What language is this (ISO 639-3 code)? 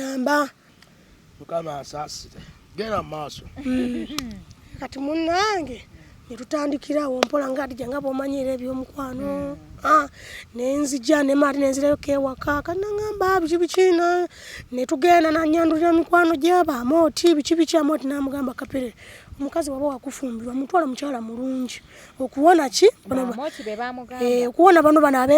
lug